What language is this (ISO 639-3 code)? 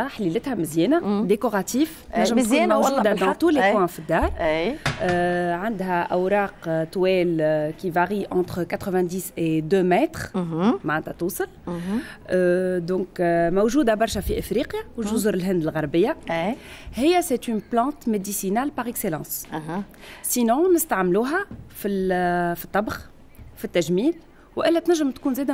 aeb